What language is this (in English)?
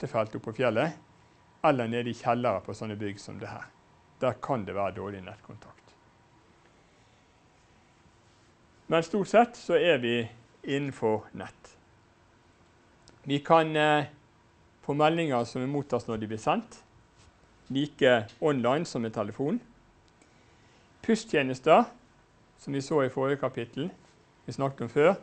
Norwegian